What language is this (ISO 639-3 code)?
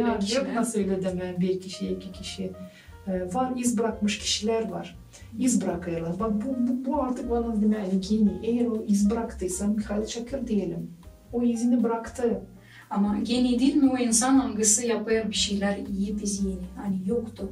gag